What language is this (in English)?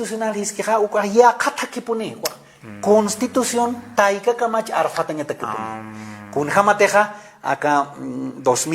Aymara